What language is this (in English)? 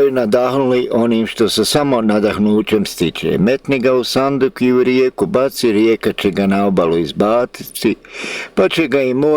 Bosnian